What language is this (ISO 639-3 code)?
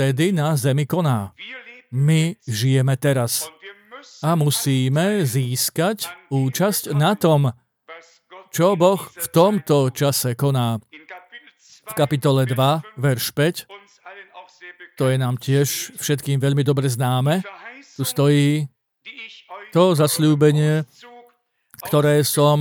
slk